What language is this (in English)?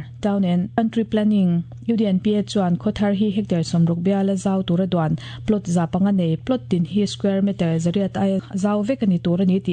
Mizo